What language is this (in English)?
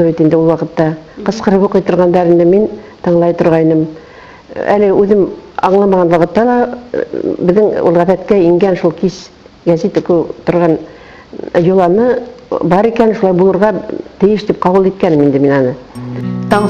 Bashkir